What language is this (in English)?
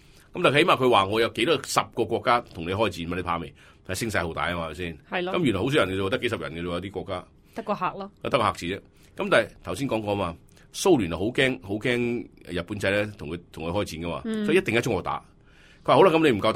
Cantonese